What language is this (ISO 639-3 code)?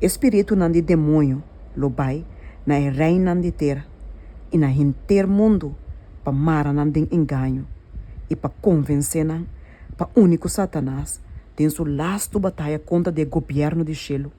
pap